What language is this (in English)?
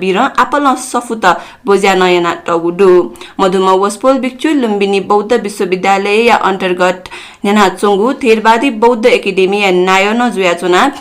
Newari